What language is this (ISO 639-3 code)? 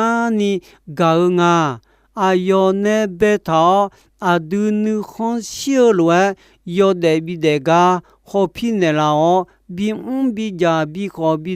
ahk